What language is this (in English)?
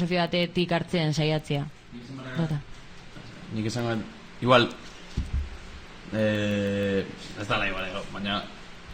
Basque